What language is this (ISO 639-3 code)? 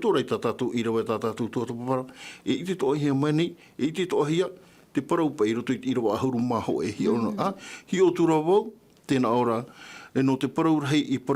tah